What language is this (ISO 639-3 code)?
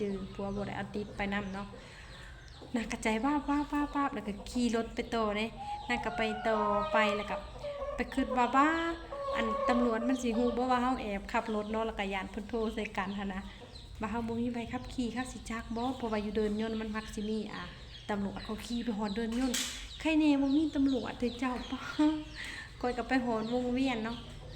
lao